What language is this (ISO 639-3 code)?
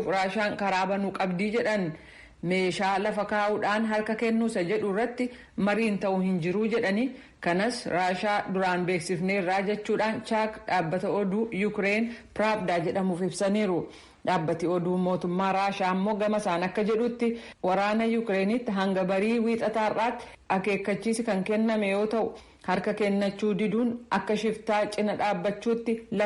orm